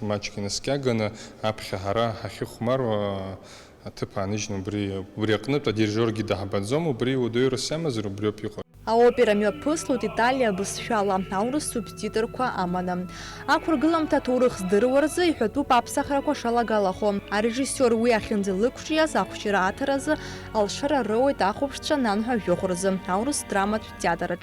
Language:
Abkhazian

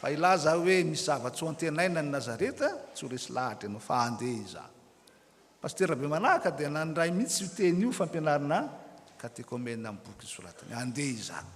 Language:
Malagasy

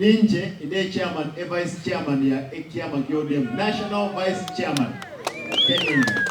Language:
Gusii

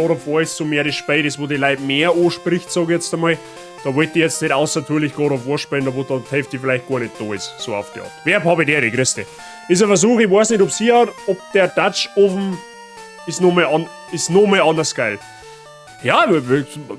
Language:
Bavarian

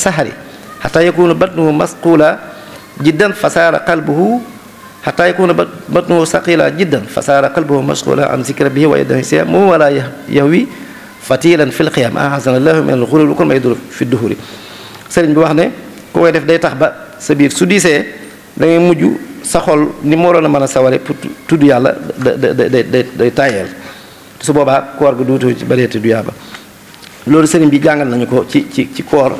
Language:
Wolof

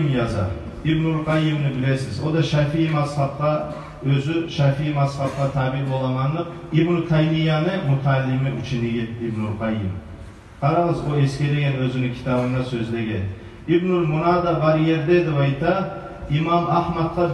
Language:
Kumyk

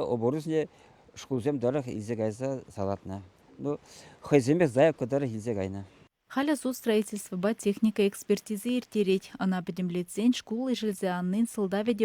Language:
Chuvash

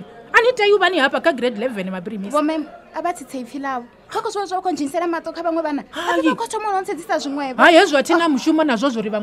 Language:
Venda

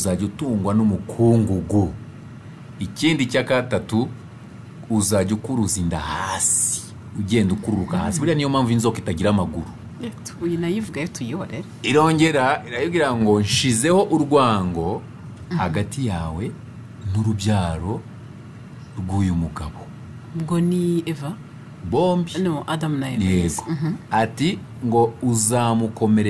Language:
Kinyarwanda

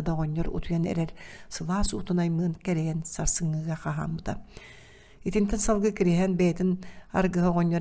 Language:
Yakut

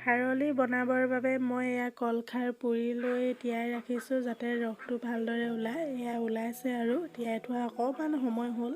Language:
Assamese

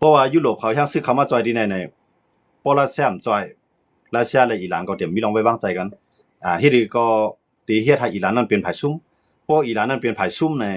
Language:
Shan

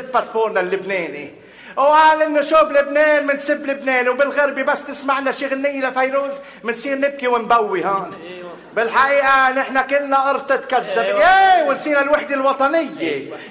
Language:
North Levantine Arabic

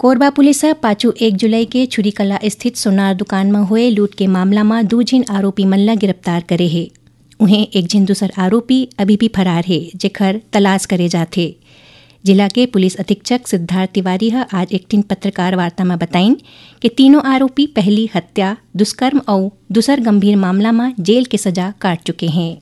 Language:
Chhattisgarhi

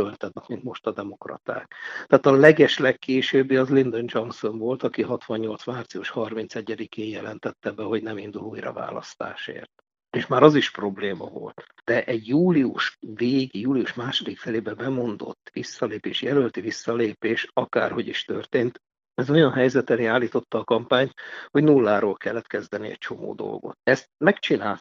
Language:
Hungarian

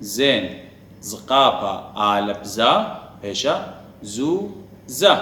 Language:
Assyrian Neo-Aramaic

